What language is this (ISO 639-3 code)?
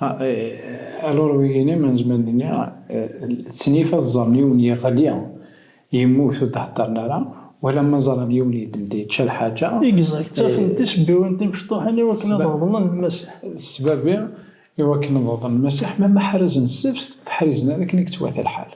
kab